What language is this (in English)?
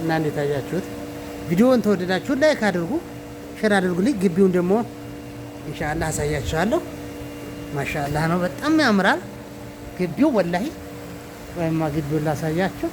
Amharic